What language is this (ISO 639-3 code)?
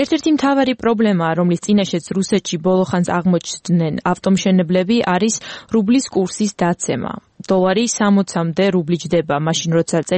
kat